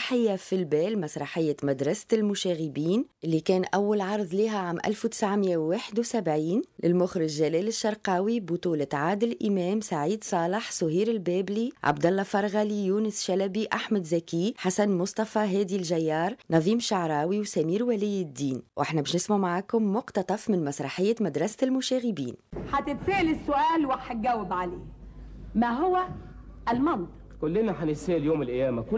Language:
Tunisian Arabic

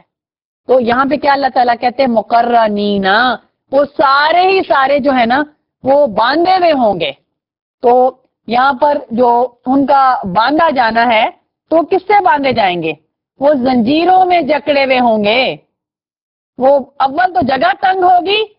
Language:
Urdu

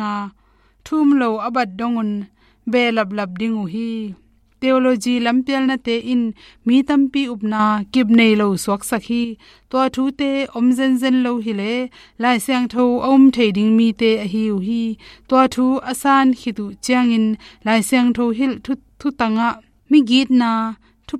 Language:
Tedim Chin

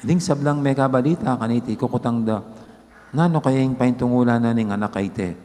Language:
Pampanga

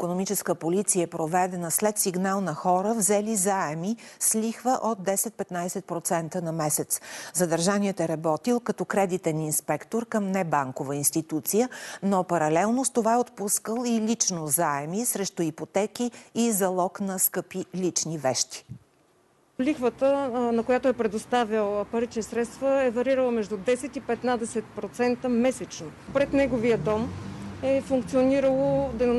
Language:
Bulgarian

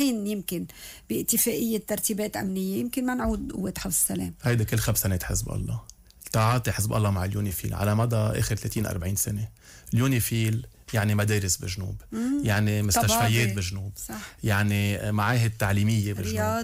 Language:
North Levantine Arabic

